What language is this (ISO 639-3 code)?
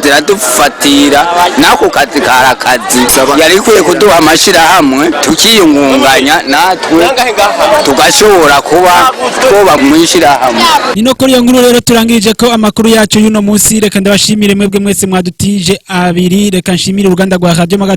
run